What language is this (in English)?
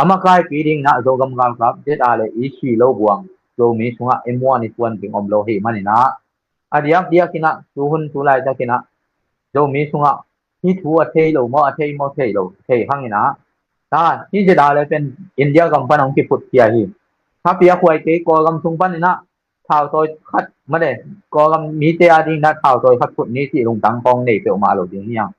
Tedim Chin